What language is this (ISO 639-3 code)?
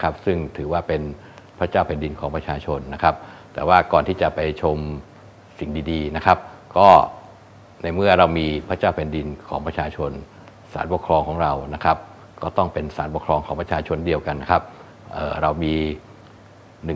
tha